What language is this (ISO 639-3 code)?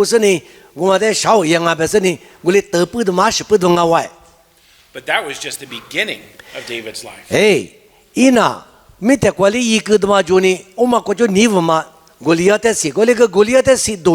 lis